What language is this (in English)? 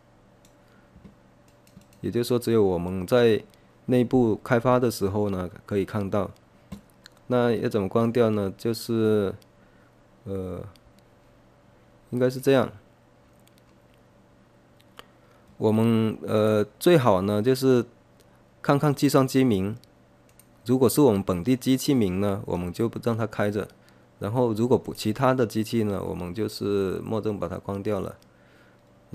Chinese